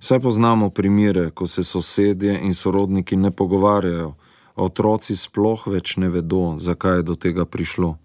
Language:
Slovenian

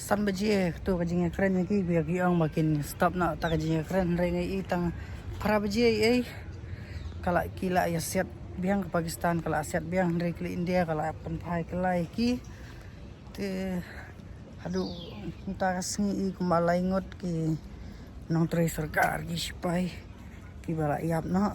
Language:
Khasi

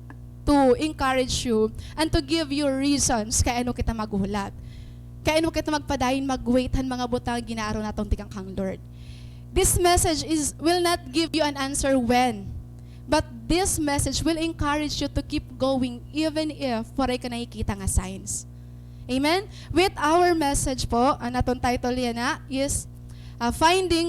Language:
Waray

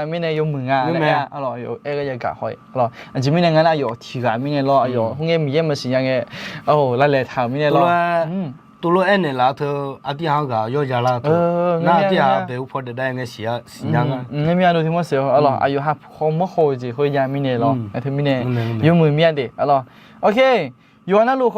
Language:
Akha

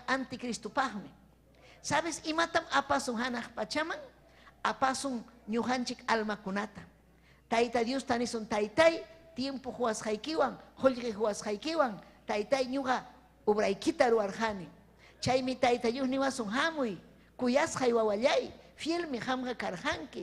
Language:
Ayacucho Quechua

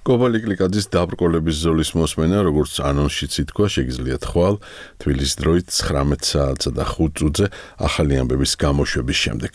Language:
Georgian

